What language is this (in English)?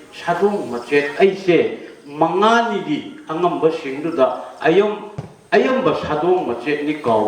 Manipuri